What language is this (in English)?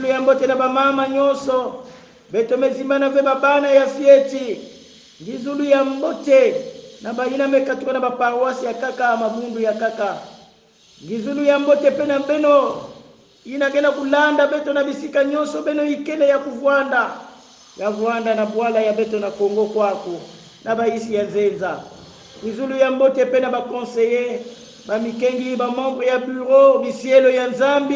Kongo